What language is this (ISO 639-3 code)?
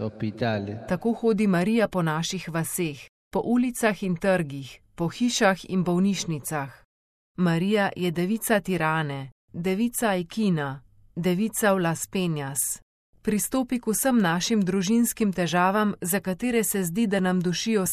slv